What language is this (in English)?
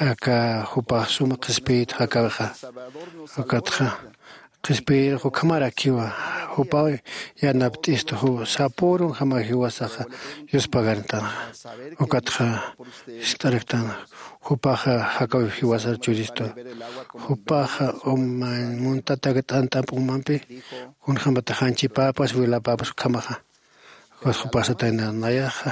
Aymara